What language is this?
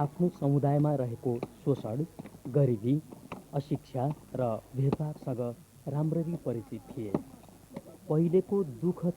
Nepali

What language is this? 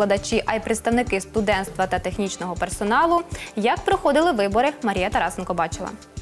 Ukrainian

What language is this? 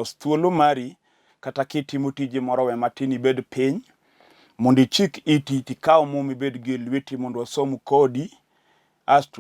Luo (Kenya and Tanzania)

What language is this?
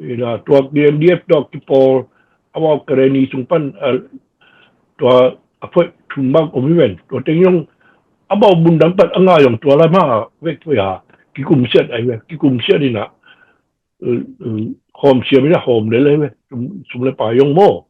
Tedim Chin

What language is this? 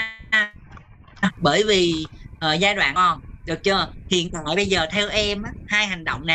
Vietnamese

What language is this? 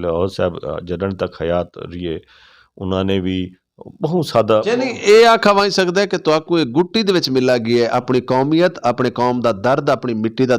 Western Panjabi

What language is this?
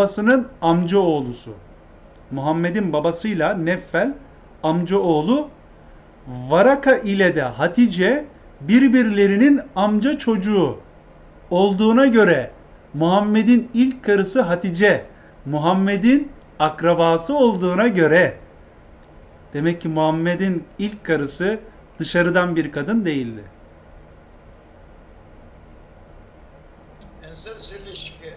Turkish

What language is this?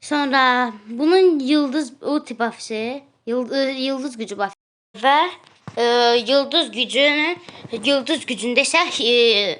Azerbaijani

